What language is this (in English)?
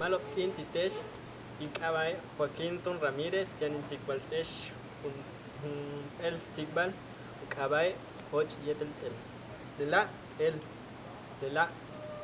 Yucateco